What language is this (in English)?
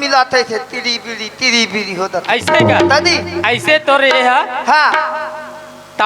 Chhattisgarhi